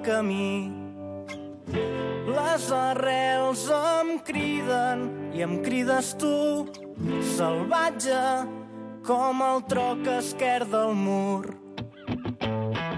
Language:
Catalan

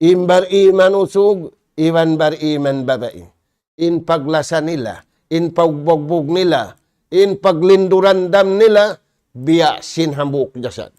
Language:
Tausug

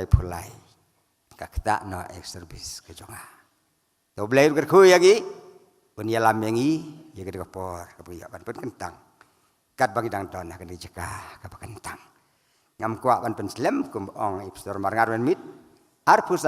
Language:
Khasi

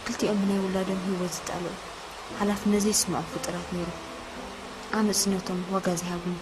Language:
Tigrinya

